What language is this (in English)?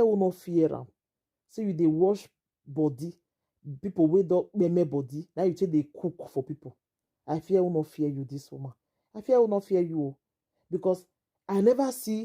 Nigerian Pidgin